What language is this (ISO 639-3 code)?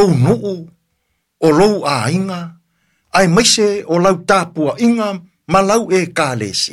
smo